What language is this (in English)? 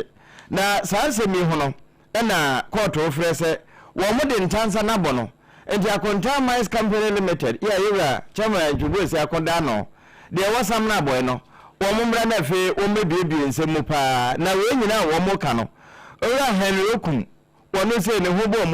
Akan